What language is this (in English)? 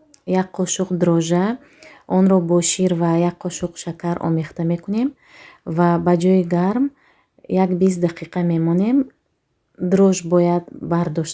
Tajik